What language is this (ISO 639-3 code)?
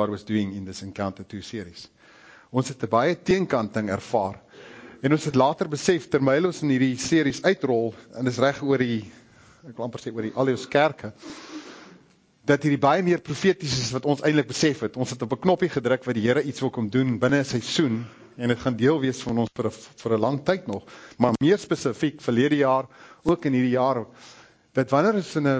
afr